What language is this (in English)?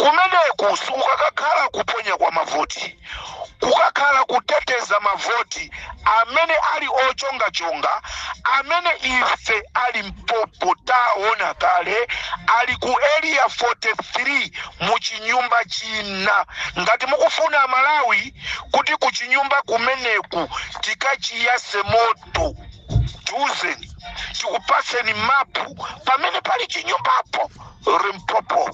Nyanja